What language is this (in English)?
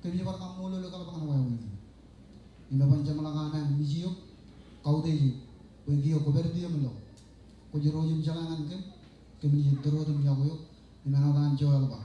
Marshallese